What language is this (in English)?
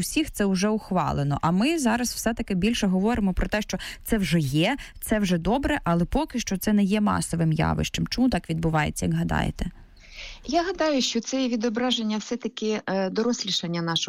Ukrainian